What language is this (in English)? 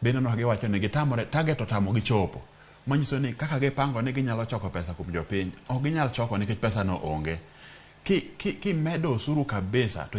Luo (Kenya and Tanzania)